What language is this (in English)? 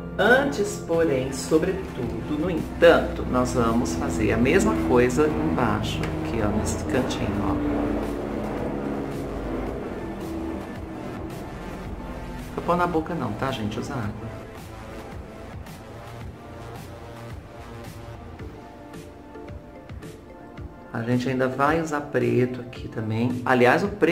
Portuguese